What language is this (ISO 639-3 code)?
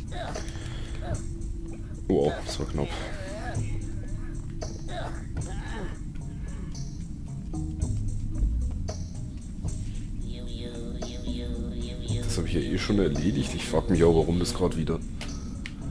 deu